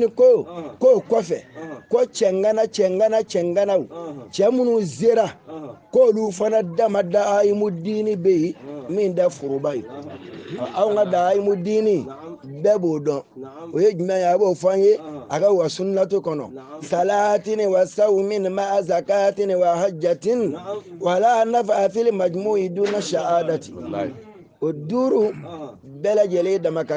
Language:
Bambara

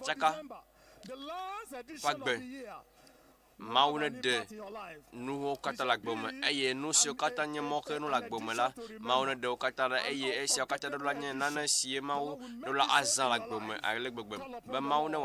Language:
Ewe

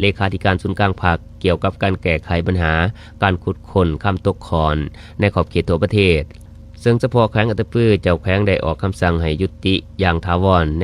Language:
Lao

